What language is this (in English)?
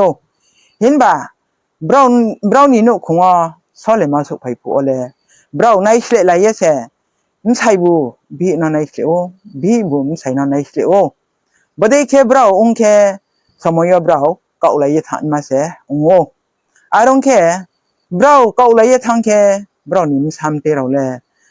Riang (India)